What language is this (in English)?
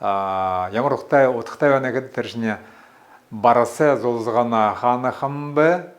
Buriat